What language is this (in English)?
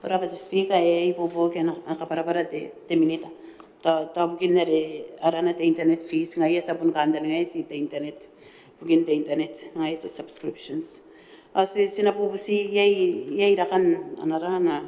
Gilbertese